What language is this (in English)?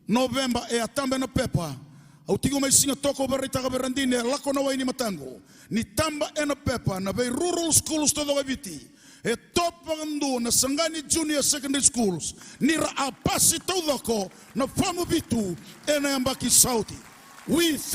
Fijian